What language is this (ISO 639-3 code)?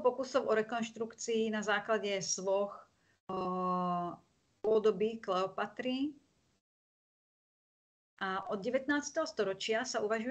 slk